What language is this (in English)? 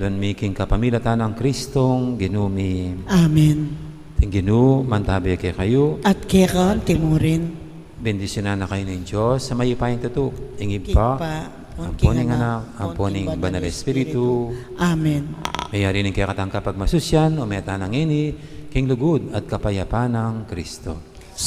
Pampanga